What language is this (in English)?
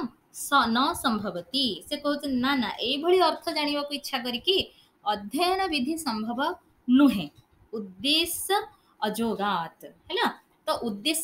Odia